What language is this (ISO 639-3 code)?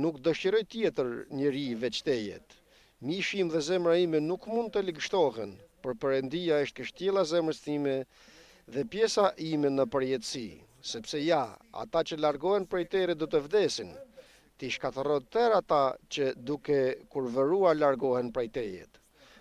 sqi